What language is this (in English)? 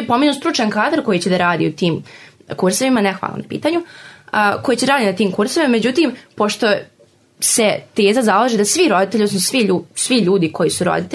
Serbian